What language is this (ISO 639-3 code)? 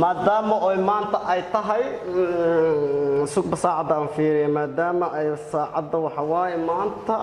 som